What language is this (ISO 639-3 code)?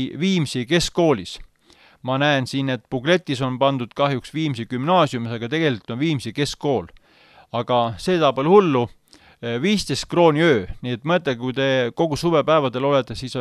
est